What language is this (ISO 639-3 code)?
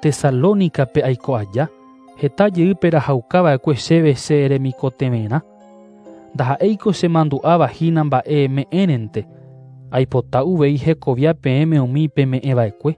grn